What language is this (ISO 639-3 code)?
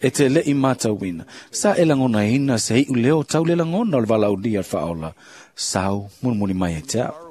smo